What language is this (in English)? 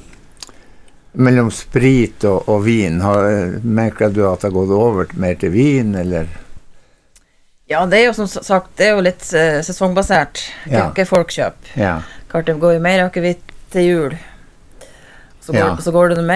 Norwegian